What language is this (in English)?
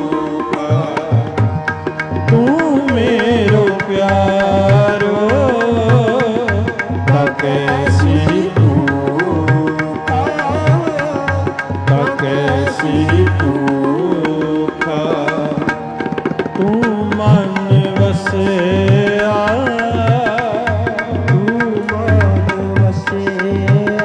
Punjabi